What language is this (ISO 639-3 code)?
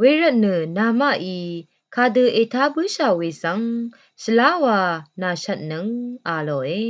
raw